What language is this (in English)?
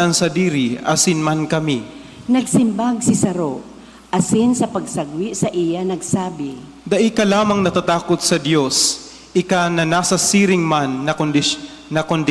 Bikol